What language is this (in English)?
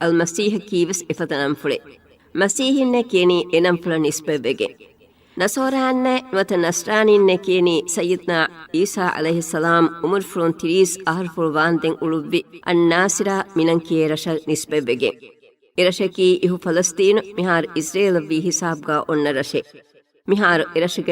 Divehi